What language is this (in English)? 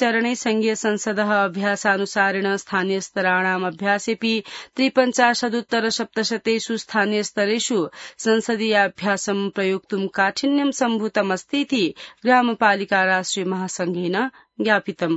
Sanskrit